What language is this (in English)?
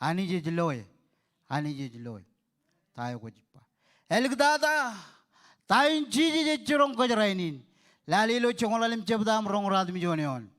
Marshallese